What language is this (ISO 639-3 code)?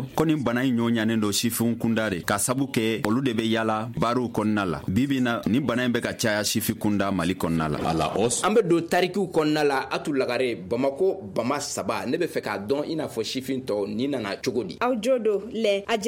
bam